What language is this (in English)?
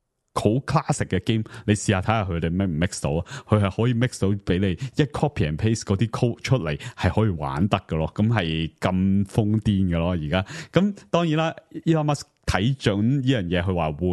Cantonese